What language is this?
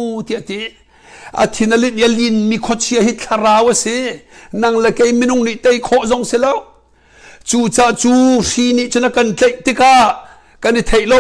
Hakha Chin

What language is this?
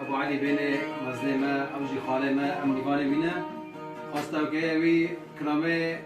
North Levantine Arabic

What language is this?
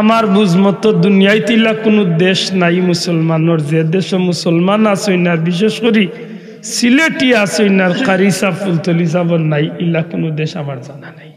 Sylheti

